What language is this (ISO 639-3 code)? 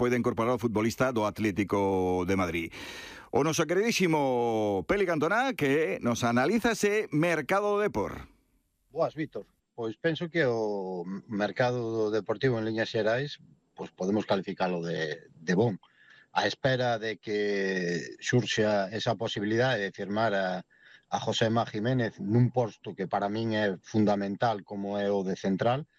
glg